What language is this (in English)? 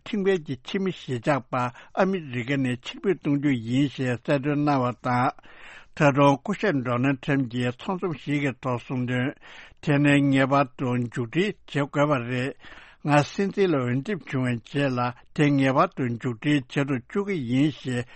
Tibetan